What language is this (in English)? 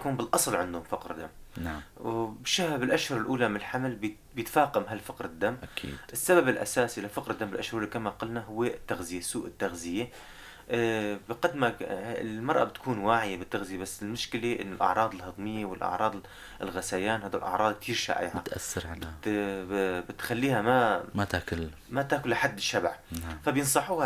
North Levantine Arabic